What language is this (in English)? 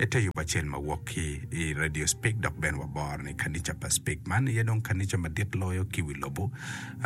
Acoli